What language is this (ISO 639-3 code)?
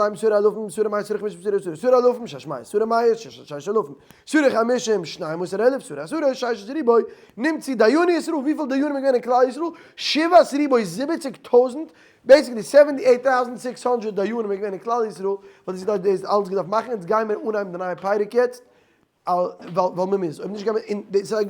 yid